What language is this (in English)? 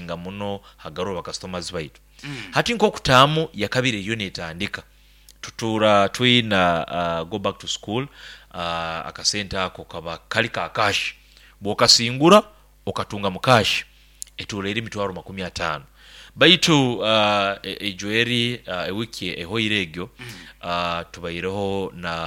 Nyoro